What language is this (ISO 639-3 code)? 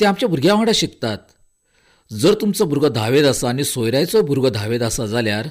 kok